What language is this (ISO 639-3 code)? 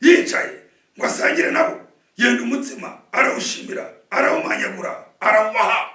kin